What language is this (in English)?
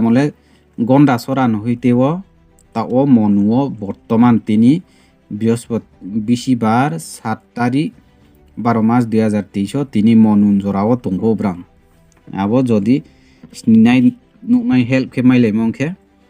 Riang (India)